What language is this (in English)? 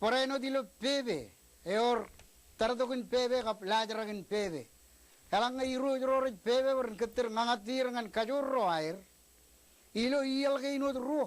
Marshallese